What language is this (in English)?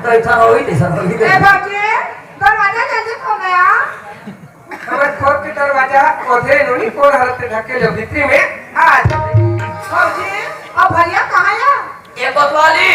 Chhattisgarhi